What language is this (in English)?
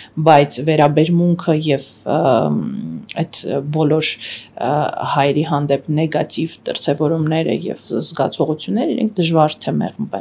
Armenian